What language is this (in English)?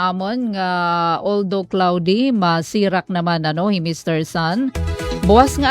Waray